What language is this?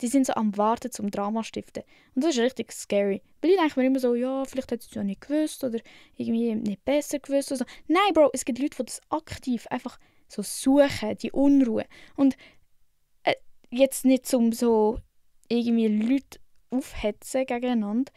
Swiss German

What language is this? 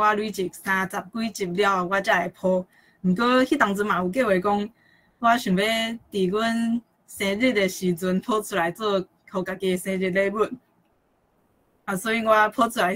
Min Nan Chinese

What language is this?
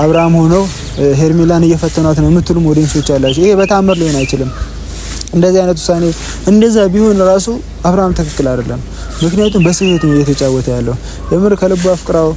Amharic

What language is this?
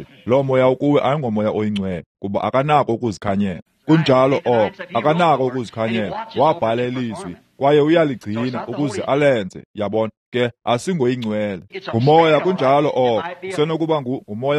Xhosa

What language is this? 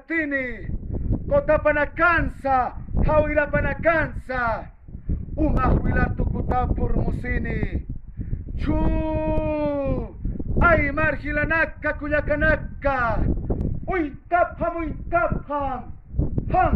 Aymara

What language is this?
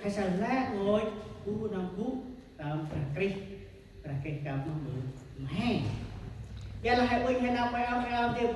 Central Mnong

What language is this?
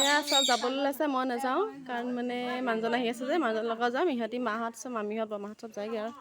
Assamese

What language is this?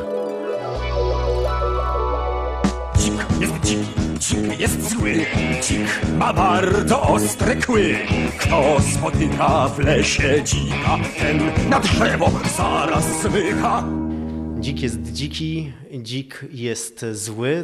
Polish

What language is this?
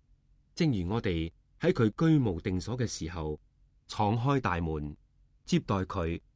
Cantonese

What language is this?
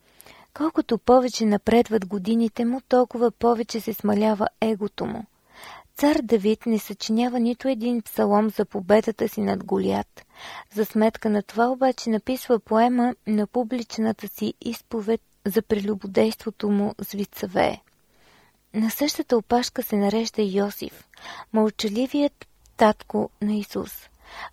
Bulgarian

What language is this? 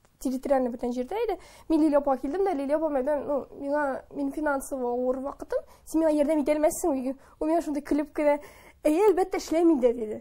Tatar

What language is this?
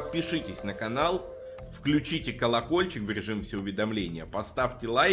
Russian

